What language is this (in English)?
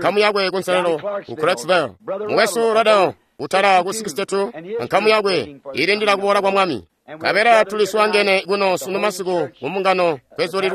Tonga (Zambia)